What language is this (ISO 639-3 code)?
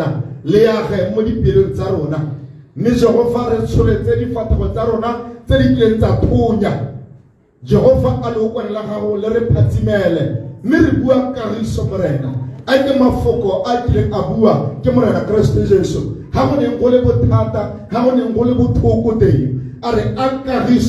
tsn